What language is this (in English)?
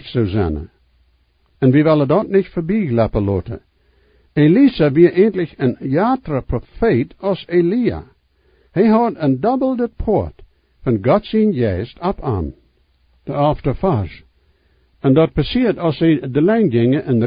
Plautdietsch